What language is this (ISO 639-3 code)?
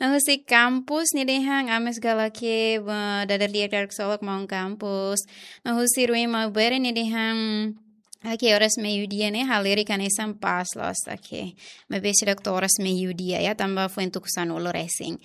tet